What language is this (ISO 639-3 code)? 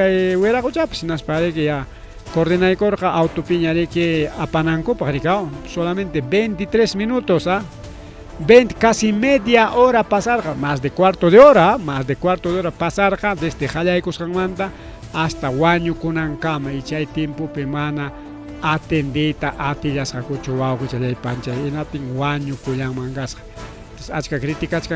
quy